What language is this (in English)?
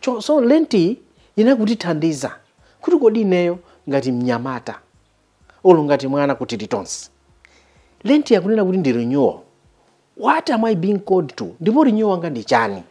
Nyanja